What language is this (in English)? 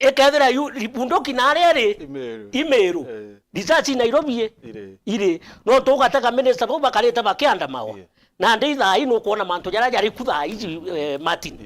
Meru